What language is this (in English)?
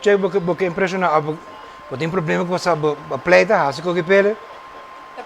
Papiamento